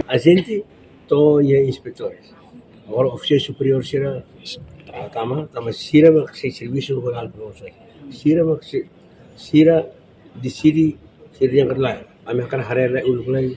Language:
Tetum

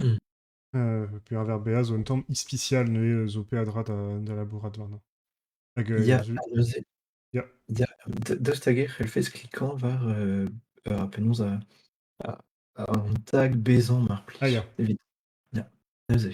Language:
Breton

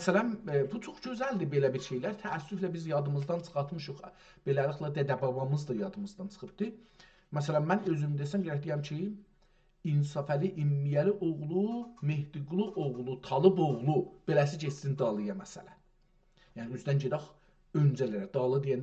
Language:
South Azerbaijani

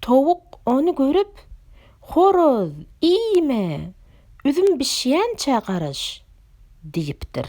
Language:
Turkmen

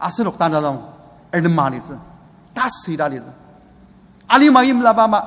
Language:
Ao Naga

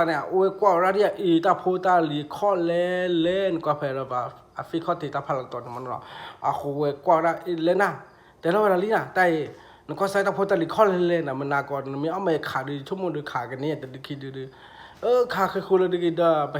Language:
S'gaw Karen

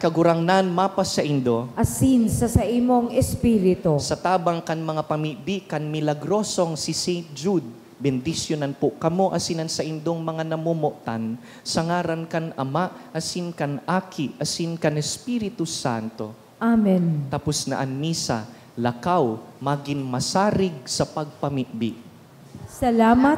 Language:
Bikol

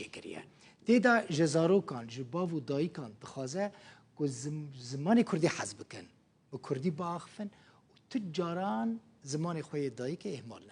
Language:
Kurdish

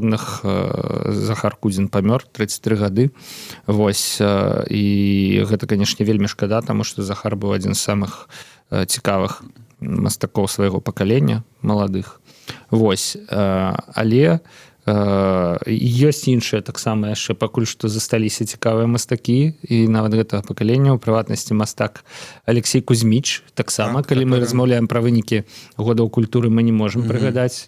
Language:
Belarusian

